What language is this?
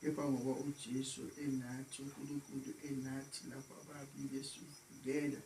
Zulu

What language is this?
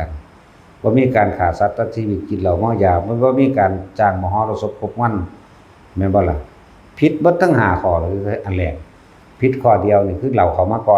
Northeastern Thai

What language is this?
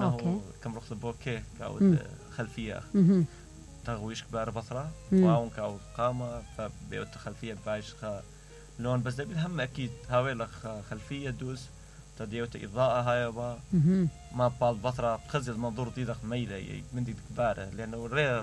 Mesopotamian Arabic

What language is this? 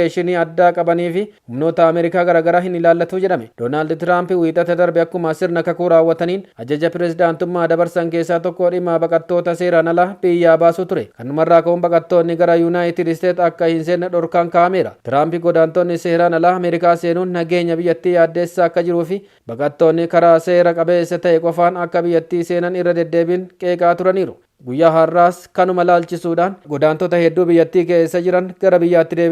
Oromo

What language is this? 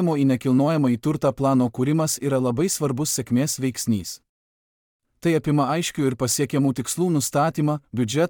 Lithuanian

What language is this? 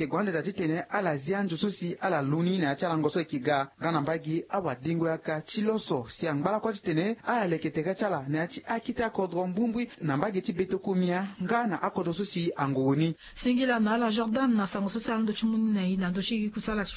Sango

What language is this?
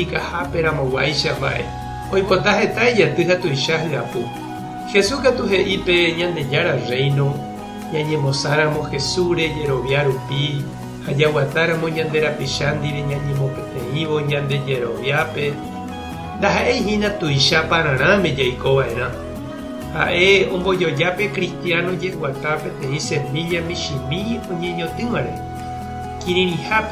Guarani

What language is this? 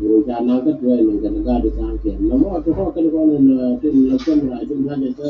Nuer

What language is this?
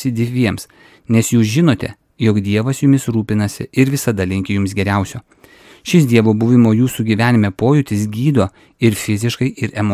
Lithuanian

